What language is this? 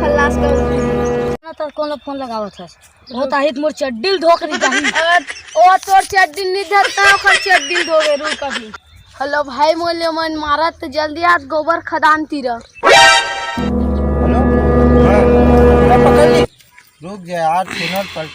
Chhattisgarhi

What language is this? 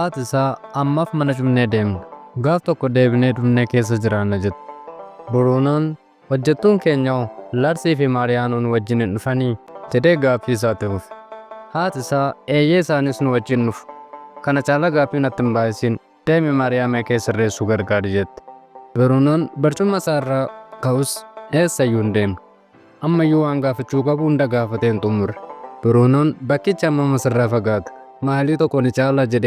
Oromo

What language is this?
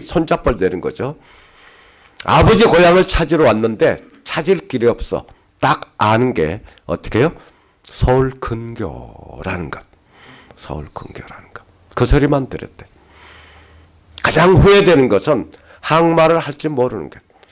Korean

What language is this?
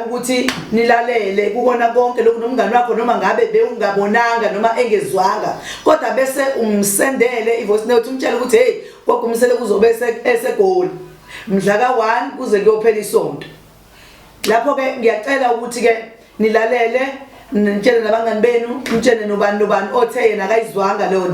Zulu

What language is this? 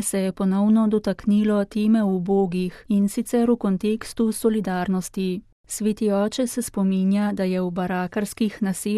Slovenian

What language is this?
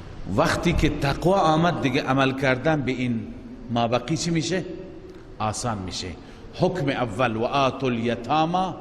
Persian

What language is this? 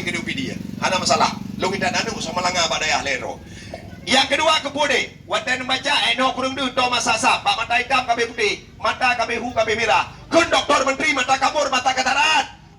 Achinese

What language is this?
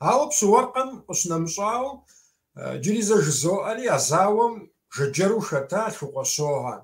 Kabardian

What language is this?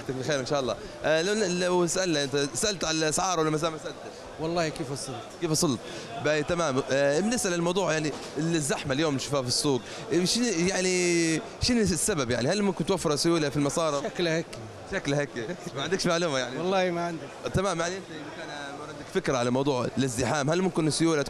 Arabic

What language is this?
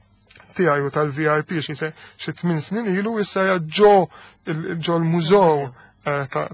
Maltese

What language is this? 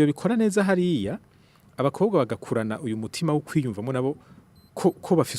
Rundi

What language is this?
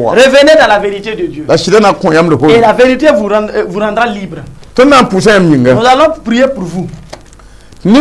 Mossi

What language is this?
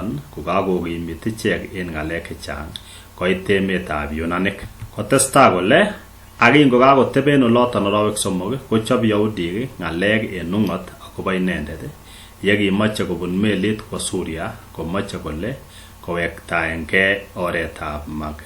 Kalenjin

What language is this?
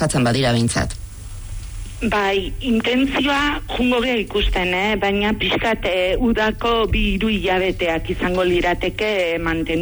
Basque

